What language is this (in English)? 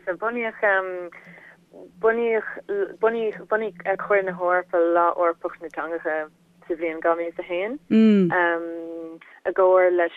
Irish